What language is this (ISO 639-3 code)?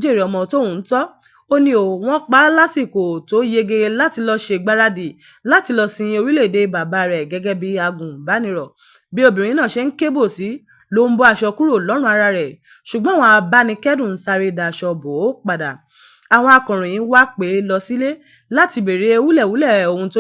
yor